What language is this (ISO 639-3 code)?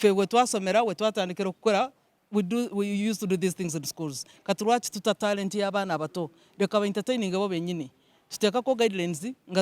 lug